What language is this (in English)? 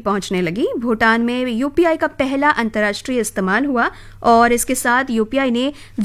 Hindi